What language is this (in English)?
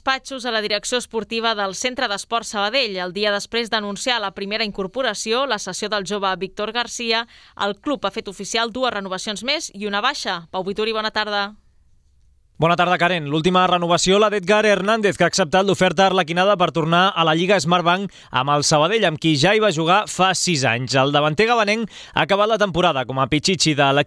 Catalan